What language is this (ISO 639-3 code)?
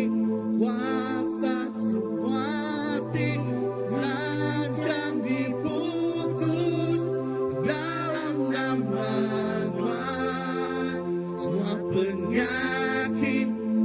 iba